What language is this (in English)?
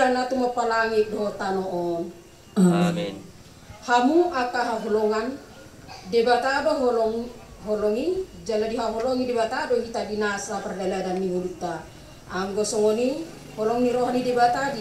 Batak Toba